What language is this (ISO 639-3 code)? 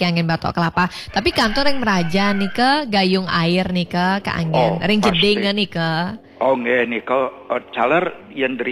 ban